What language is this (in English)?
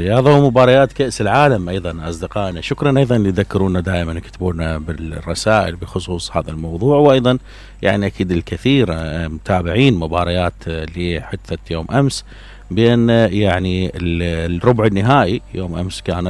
Mesopotamian Arabic